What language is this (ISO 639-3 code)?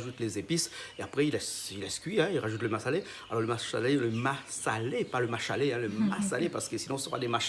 rcf